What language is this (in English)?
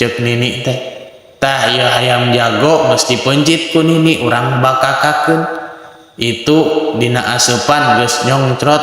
Sundanese